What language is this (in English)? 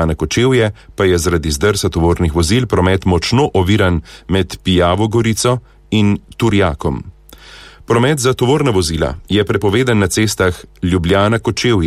Slovenian